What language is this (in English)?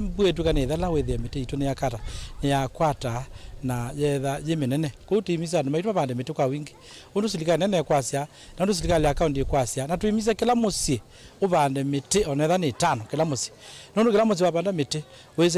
Kamba